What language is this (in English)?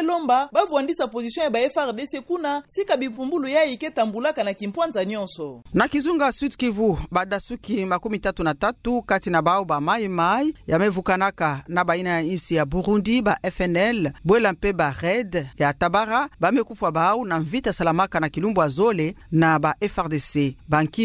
Kituba (Democratic Republic of Congo)